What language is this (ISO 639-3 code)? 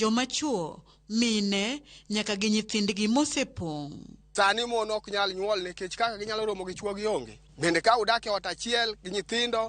luo